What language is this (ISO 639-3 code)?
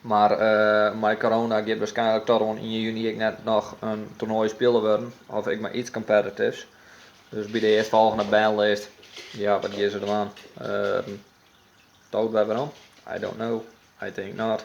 fry